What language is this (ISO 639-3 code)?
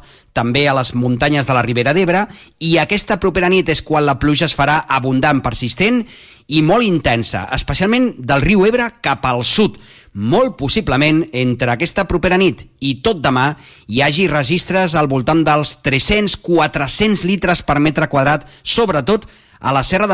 cat